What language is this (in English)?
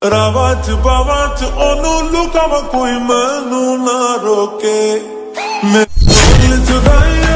Punjabi